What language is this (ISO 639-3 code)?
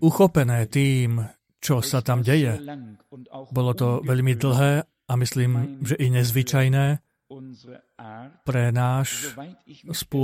slk